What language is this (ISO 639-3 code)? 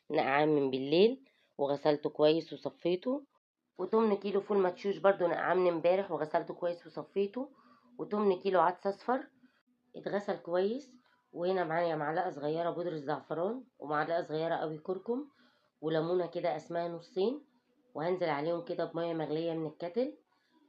arz